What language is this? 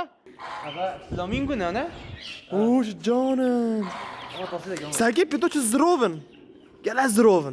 Kurdish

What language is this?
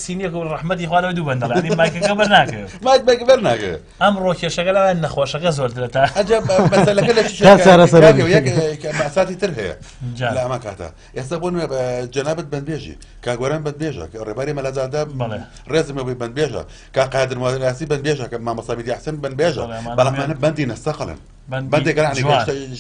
Central Kurdish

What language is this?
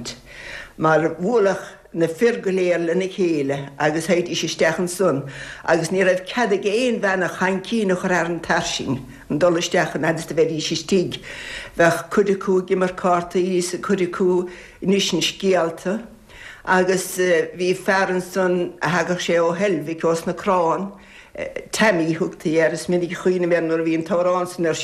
Irish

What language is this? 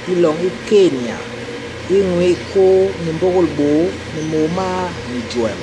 Basaa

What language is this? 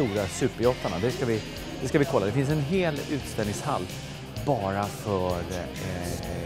Swedish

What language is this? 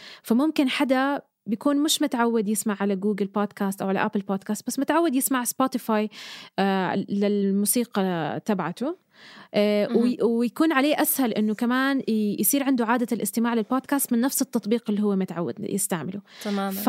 North Levantine Arabic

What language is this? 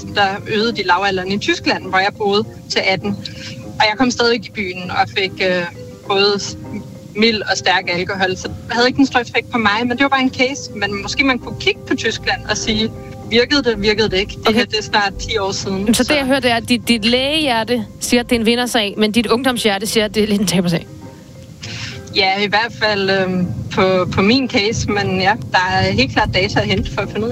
Danish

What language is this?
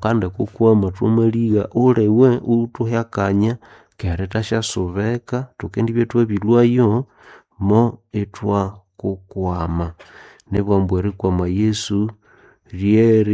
Nande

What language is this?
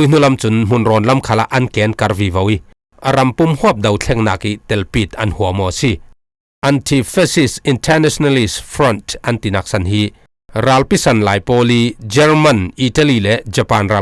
Falam Chin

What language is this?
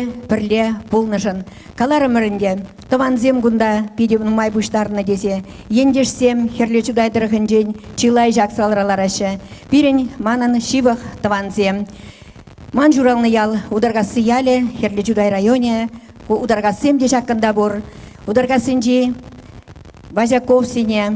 Chuvash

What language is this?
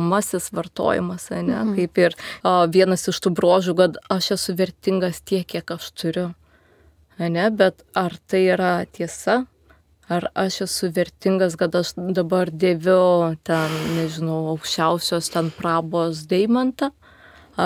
Lithuanian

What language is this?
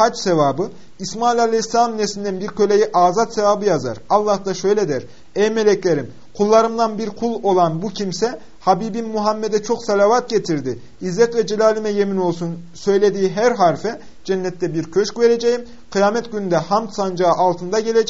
Turkish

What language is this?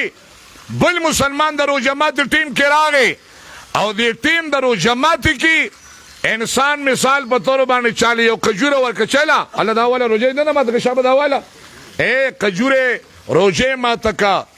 Pashto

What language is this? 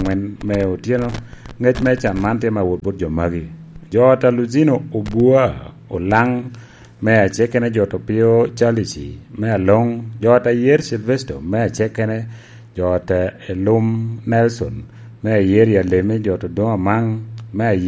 Lango (Uganda)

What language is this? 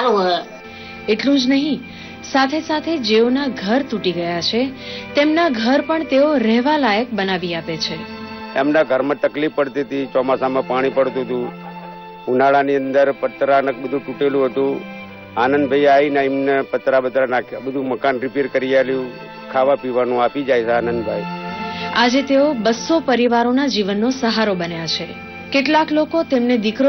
Gujarati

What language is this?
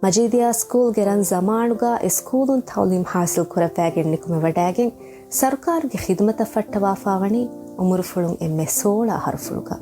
Divehi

